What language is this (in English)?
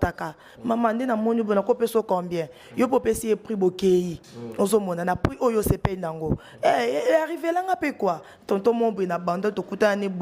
Lingala